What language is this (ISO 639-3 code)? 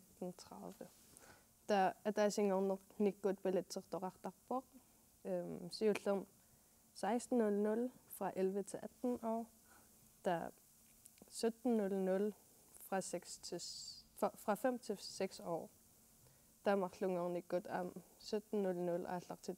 kal